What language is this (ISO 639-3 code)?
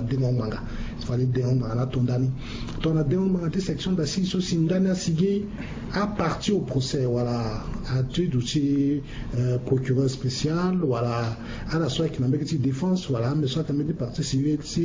sag